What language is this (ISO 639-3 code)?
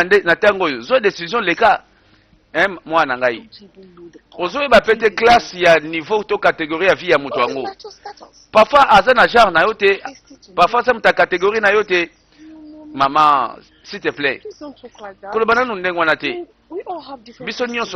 lin